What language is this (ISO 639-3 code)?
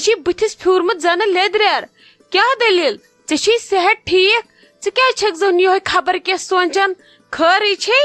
kas